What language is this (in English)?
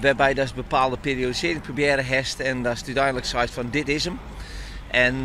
Western Frisian